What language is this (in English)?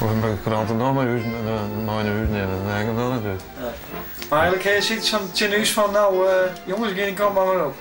Western Frisian